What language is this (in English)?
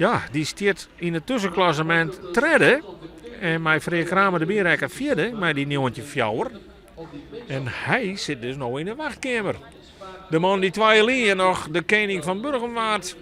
Western Frisian